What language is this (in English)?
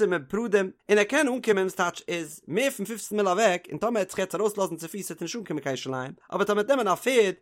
Yiddish